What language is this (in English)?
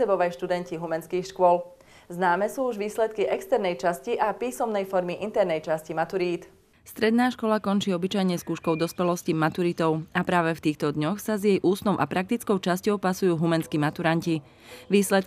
Slovak